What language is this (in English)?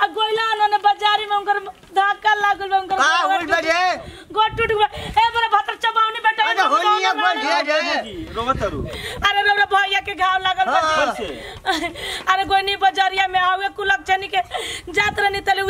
Bhojpuri